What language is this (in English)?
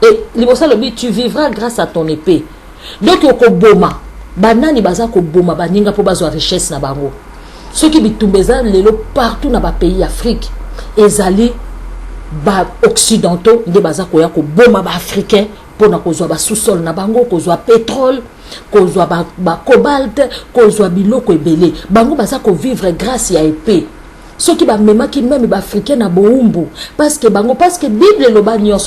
Lingala